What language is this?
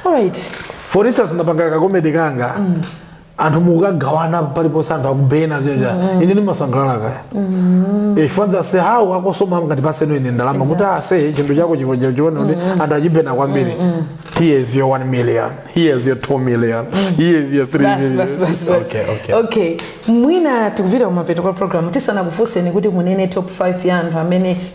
Nyanja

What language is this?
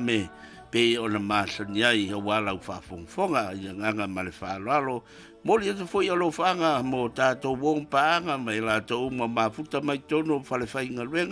Samoan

